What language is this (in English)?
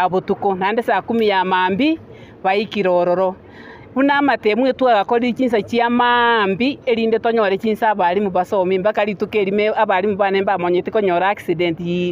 Gusii